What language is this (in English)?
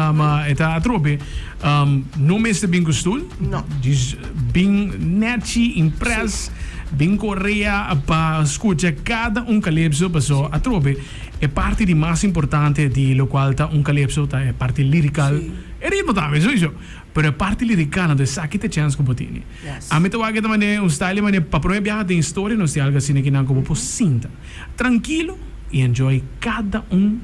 Papiamento